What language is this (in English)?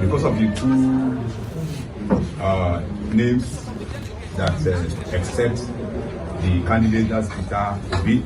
Nigerian Pidgin